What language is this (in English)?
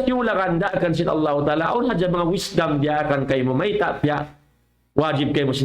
Tausug